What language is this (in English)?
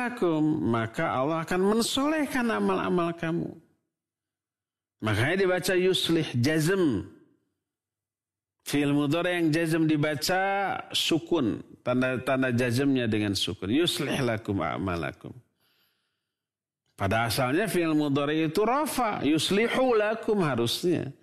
Indonesian